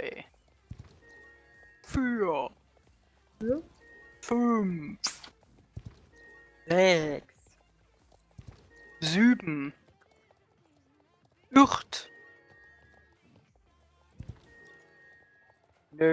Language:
German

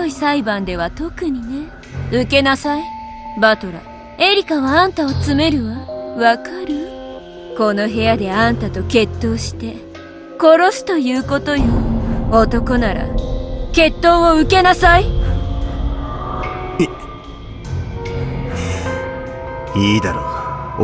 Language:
Japanese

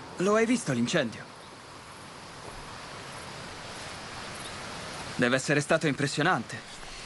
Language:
Italian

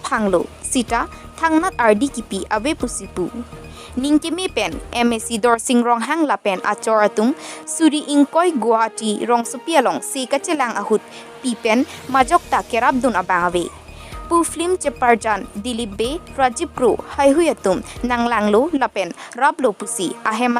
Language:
Karbi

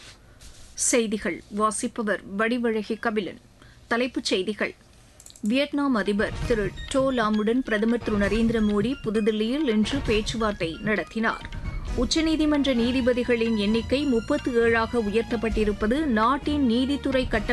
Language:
Tamil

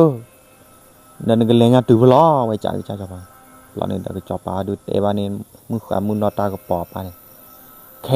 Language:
S'gaw Karen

